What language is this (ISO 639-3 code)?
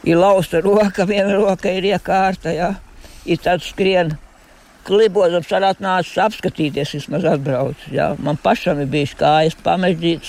lav